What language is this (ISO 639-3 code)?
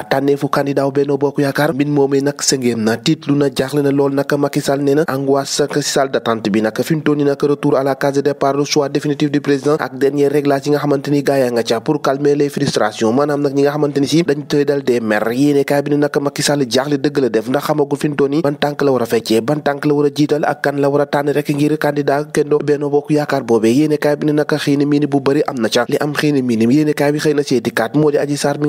wol